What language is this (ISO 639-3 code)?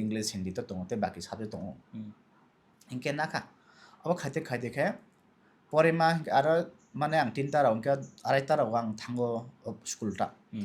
trp